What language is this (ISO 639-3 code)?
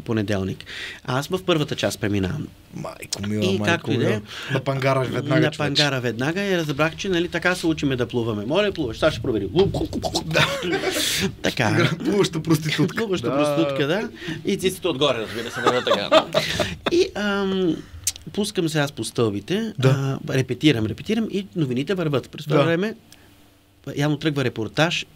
bul